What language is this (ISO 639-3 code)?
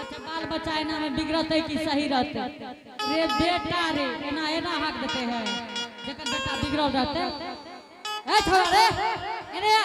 anp